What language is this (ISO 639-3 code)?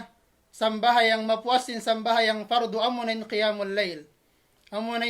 tsg